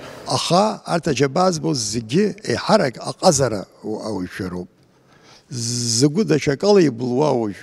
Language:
Abkhazian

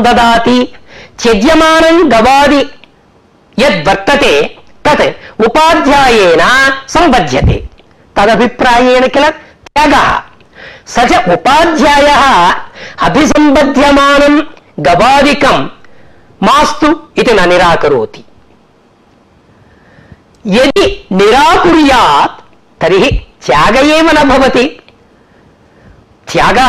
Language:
Sanskrit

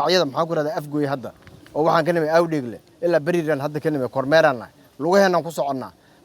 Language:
Somali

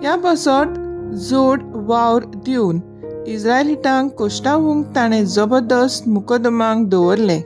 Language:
Konkani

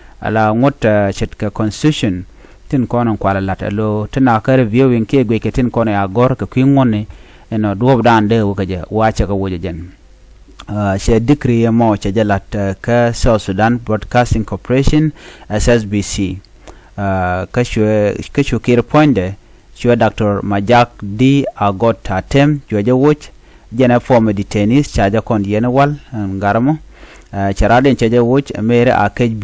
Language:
Nuer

